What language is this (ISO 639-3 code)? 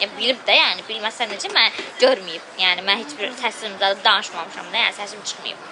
aze